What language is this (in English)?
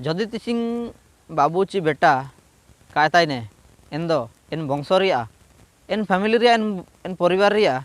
Ho